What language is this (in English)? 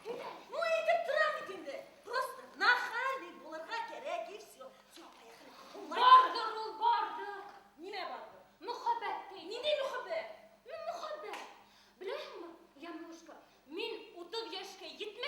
Bashkir